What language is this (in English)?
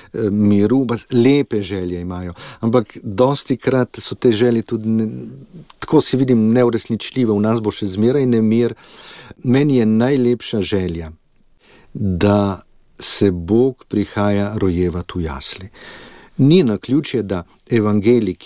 Slovenian